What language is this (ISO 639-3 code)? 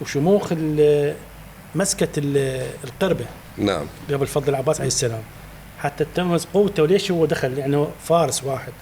acm